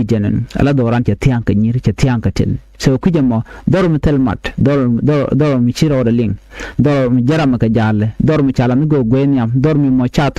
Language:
Nuer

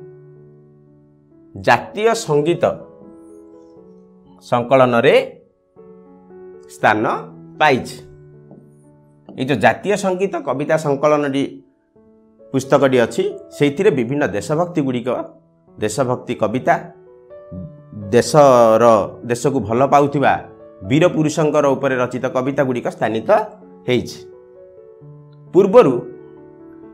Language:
Odia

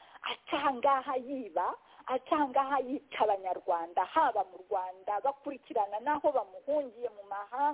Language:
Kinyarwanda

